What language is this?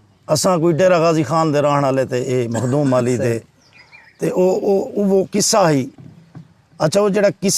Saraiki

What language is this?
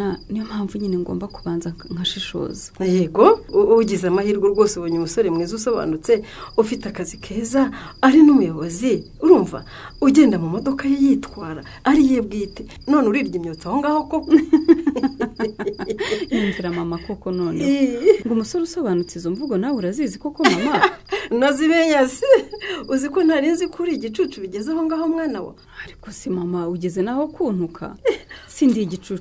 Kinyarwanda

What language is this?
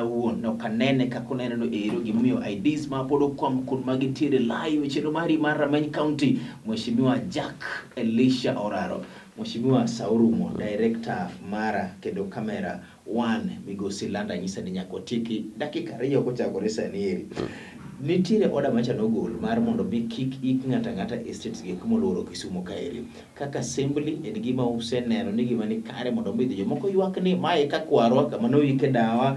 Luo (Kenya and Tanzania)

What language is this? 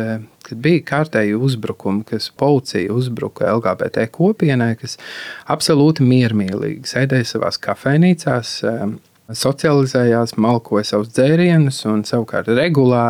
Latvian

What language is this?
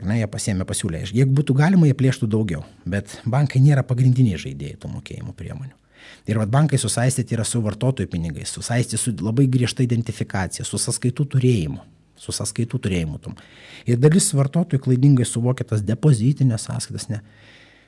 Lithuanian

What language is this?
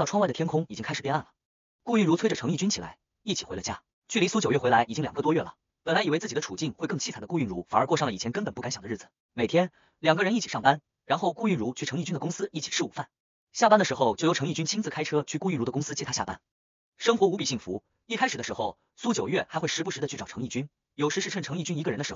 Chinese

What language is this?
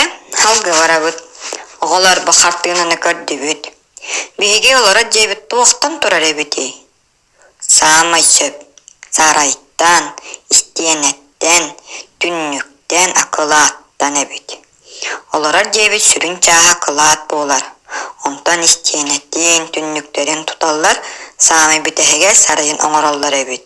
Yakut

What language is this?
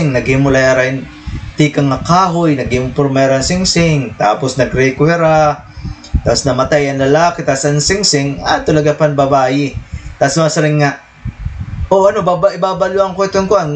Waray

